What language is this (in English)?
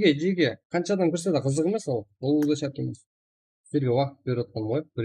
Kara-Kalpak